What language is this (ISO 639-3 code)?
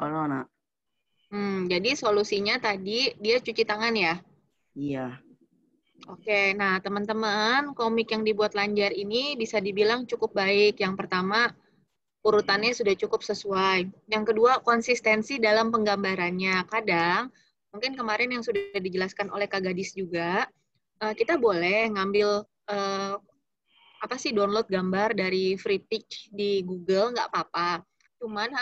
ind